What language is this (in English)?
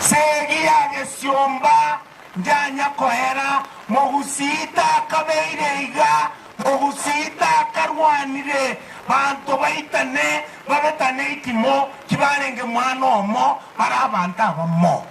Gusii